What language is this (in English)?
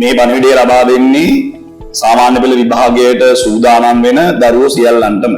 Sinhala